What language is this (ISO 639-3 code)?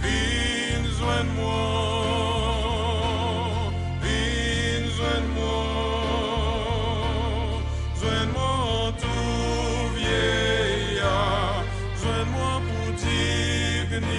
crs